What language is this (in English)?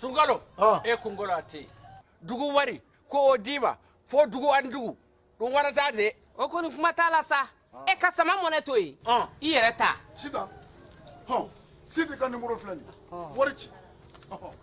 Bambara